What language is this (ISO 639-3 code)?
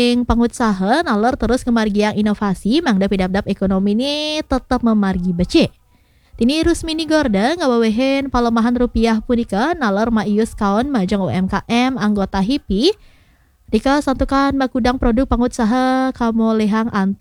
ban